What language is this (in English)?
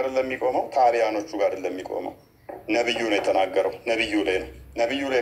Amharic